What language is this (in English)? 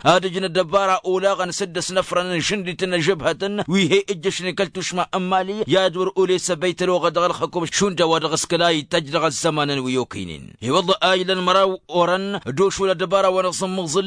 Tamasheq